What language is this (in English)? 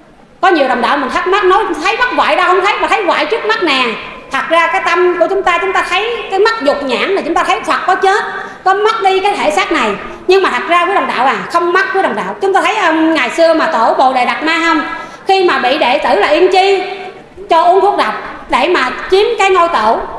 Vietnamese